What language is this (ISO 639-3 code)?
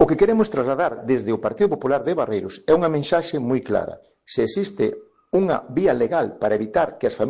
glg